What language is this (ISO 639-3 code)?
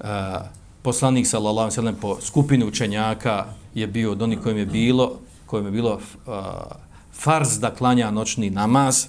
bos